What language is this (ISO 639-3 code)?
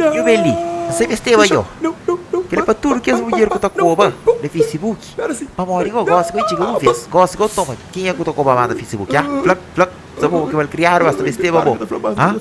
kea